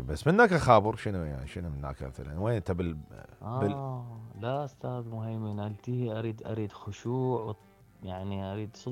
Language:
Mesopotamian Arabic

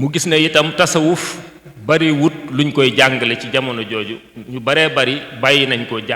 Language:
Wolof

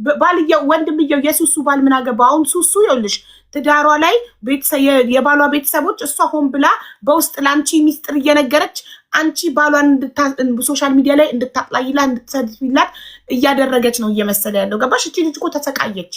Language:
Amharic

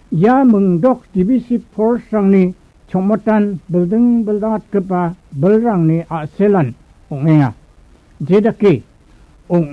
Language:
Garo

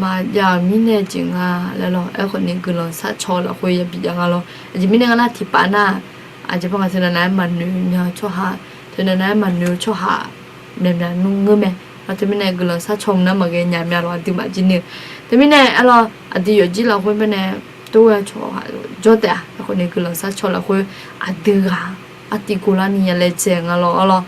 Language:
Akha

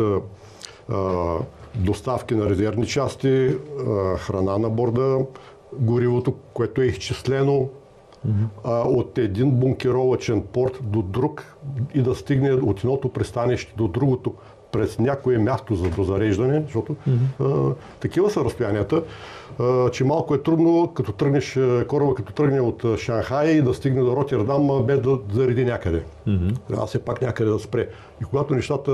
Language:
Bulgarian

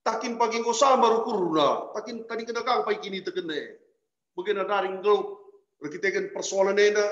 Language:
Batak Karo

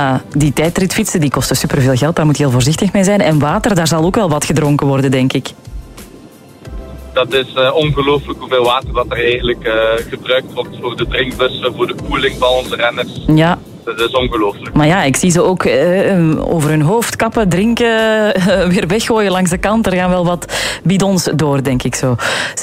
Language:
Dutch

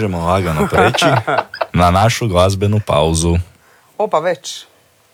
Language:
Croatian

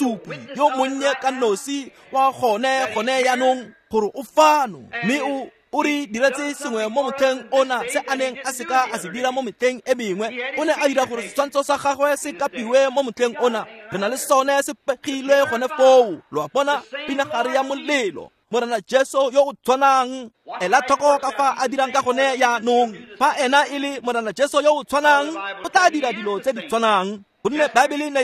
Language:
Tswana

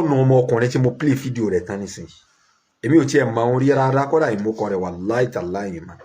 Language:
Yoruba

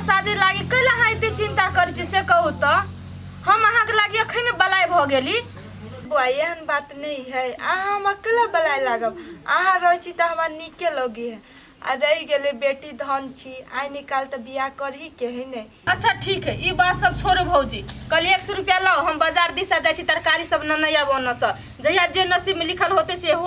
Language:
Maithili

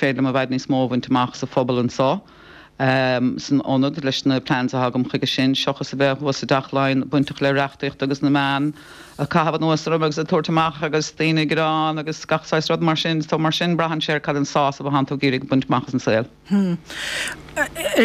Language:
Irish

